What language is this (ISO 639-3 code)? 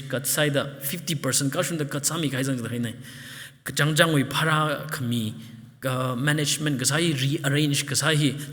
nmf